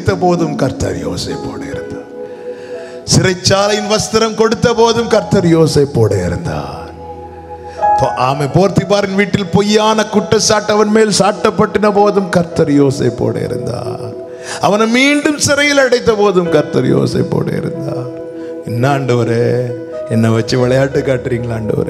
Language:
Tamil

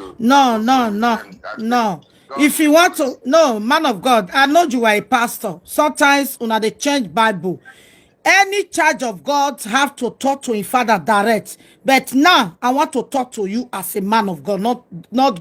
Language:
Nigerian Pidgin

